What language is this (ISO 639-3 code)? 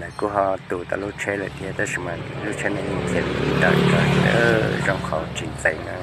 hmn